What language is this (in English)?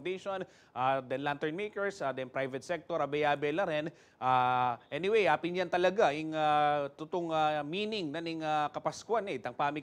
Pampanga